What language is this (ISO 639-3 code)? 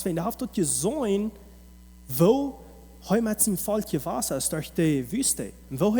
pdt